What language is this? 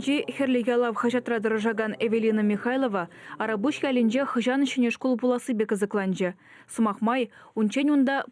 Chuvash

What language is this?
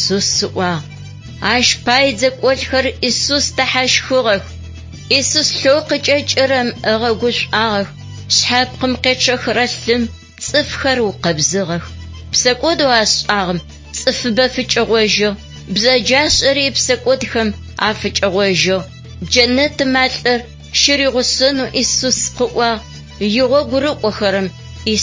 Adyghe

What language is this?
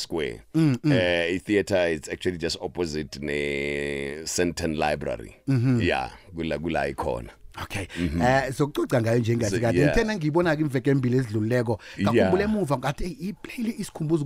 South Ndebele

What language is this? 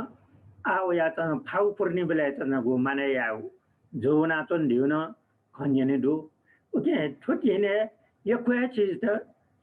Newari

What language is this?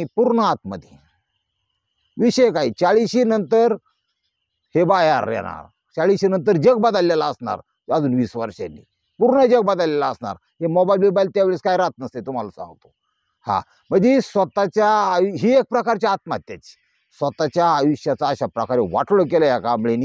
Marathi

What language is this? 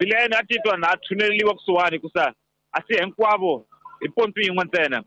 Tsonga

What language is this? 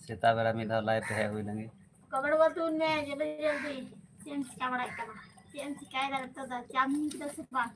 Santali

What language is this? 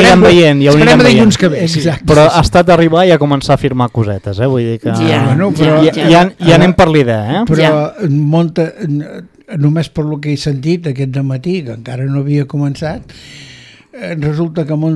Catalan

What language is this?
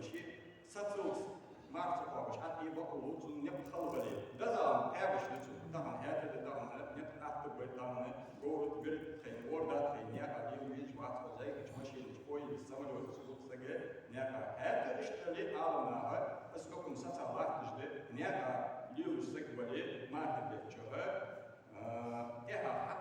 Ingush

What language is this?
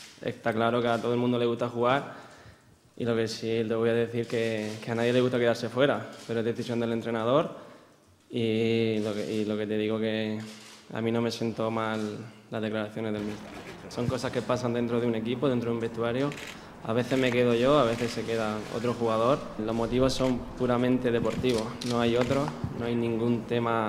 Spanish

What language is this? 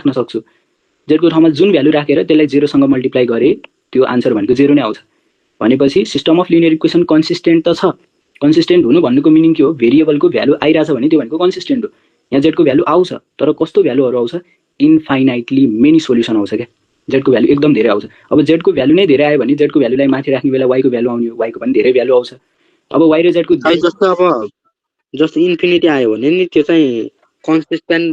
Nepali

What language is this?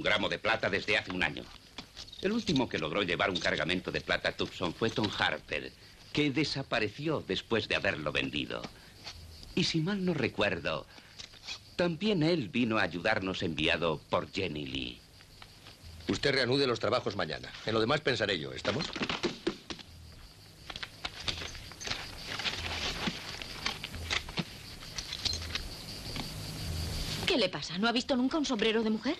Spanish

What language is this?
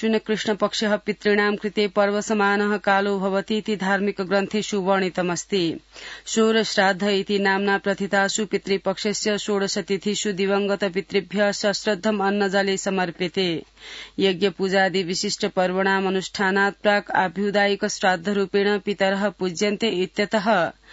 Sanskrit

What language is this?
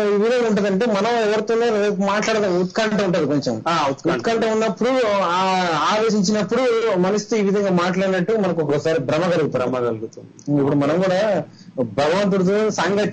Telugu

